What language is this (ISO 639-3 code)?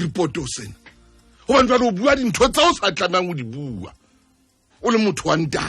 sot